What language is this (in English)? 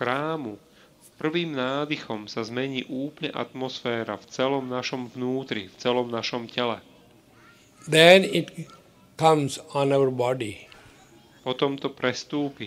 Slovak